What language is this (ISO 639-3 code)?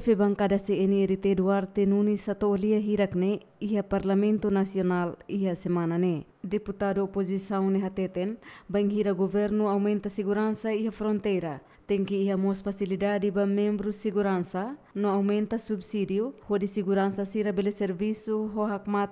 tet